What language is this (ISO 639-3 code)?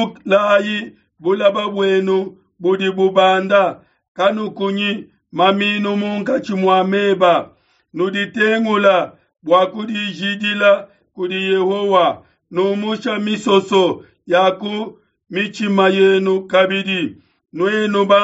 lua